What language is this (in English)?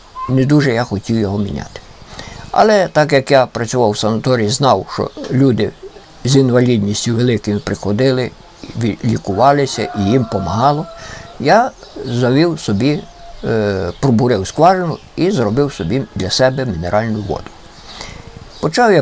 Ukrainian